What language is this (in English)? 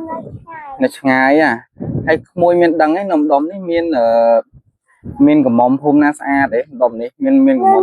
Khmer